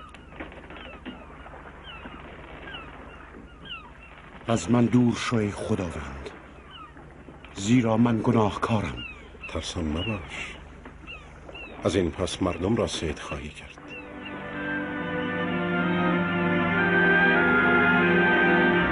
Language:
Persian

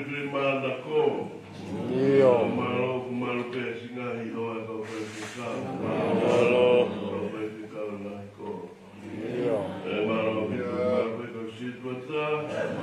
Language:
Tongan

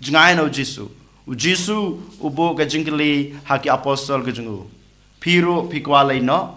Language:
Khasi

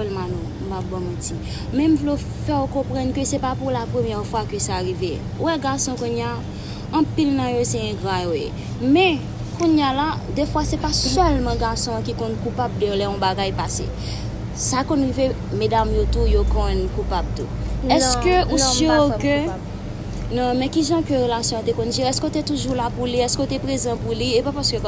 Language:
Haitian Creole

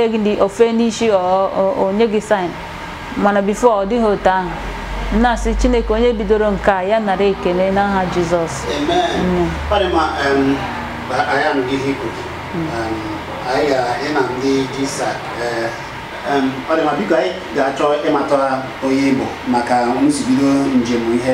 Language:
Igbo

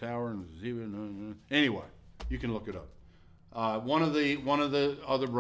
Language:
English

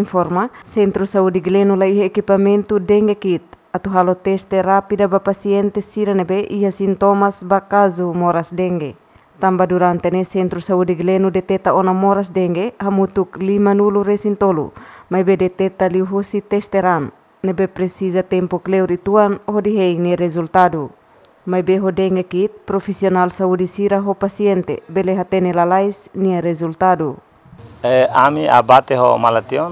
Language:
Tetum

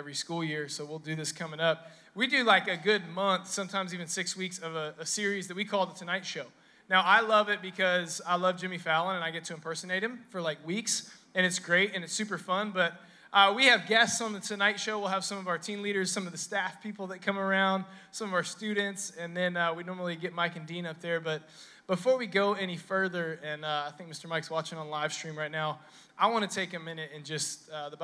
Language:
English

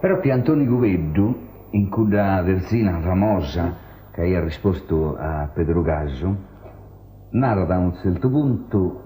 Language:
Sardinian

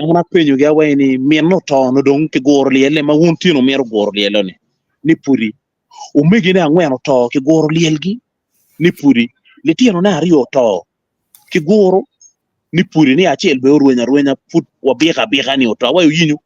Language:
Acoli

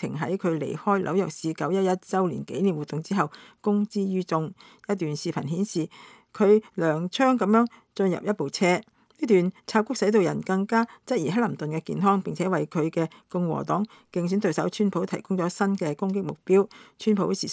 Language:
Cantonese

